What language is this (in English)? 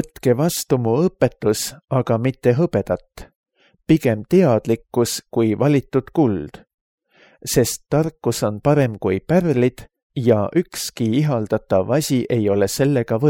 Estonian